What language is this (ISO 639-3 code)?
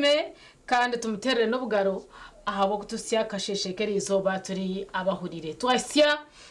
nyn